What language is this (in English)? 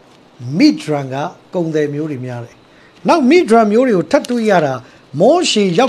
Burmese